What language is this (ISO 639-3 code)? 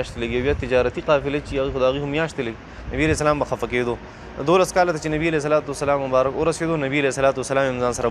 pus